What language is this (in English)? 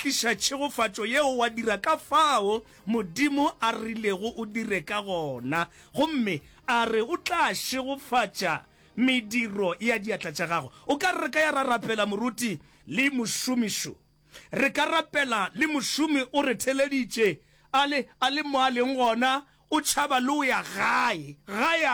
Northern Sotho